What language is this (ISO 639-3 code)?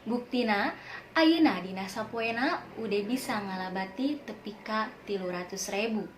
sun